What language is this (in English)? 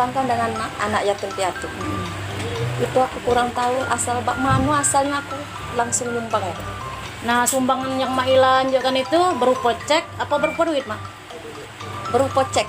Musi